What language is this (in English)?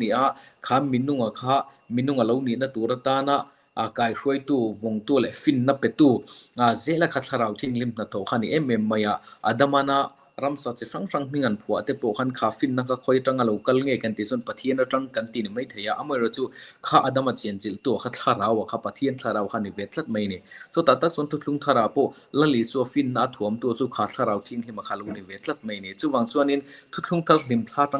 Mizo